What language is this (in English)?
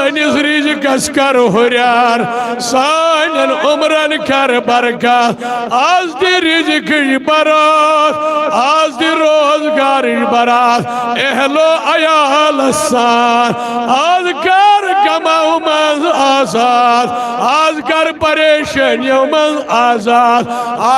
Kashmiri